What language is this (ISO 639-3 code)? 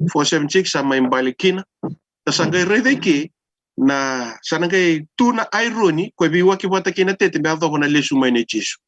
fij